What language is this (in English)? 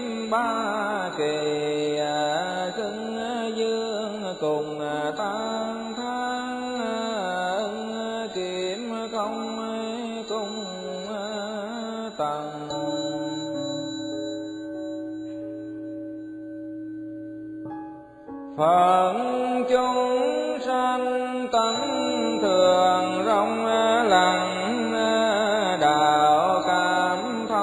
Vietnamese